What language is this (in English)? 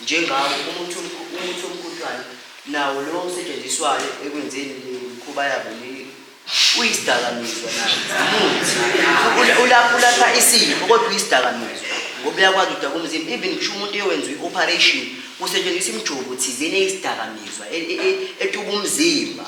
Zulu